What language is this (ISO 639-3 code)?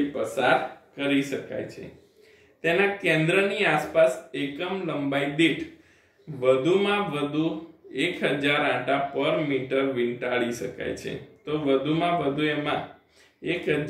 guj